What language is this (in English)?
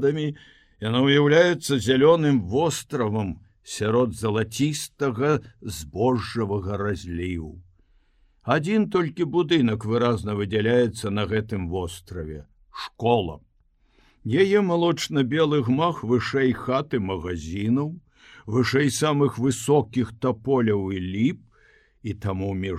Belarusian